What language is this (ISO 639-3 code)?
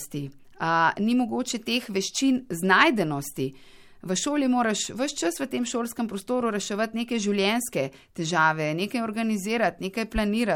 slv